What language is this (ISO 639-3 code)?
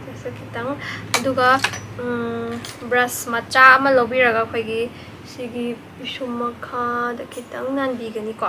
mni